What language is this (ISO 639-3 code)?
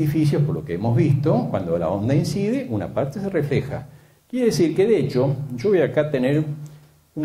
spa